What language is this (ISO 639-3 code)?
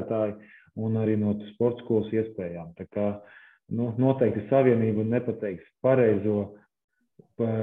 lav